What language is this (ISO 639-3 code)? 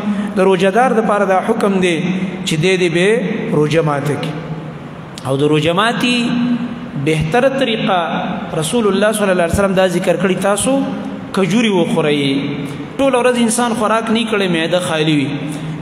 pus